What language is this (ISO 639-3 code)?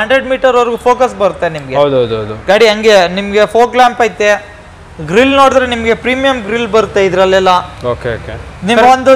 kan